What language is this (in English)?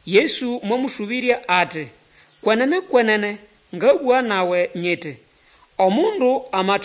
Nande